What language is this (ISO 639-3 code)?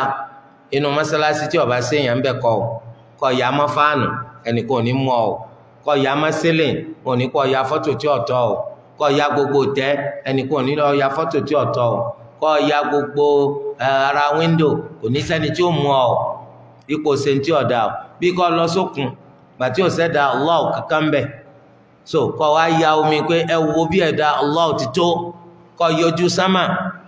yor